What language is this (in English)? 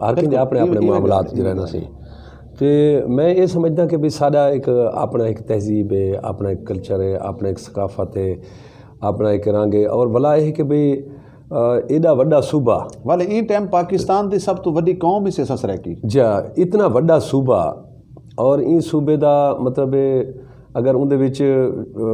Saraiki